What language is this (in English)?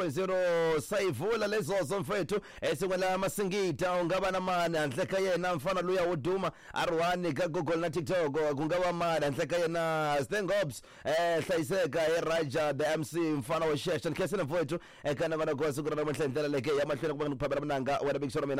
Tsonga